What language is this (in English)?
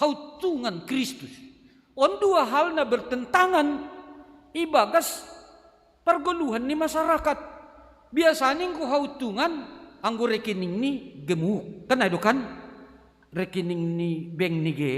Batak Simalungun